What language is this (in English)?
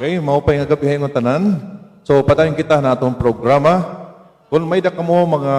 Waray